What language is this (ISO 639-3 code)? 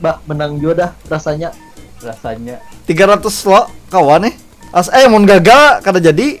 bjn